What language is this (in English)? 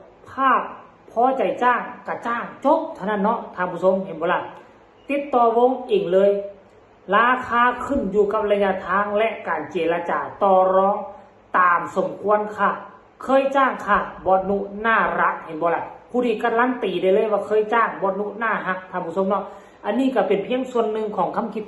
Northeastern Thai